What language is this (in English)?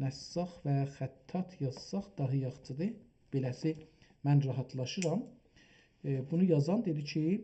South Azerbaijani